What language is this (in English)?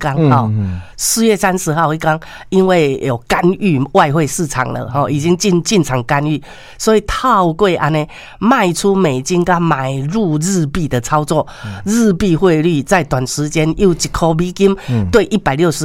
Min Nan Chinese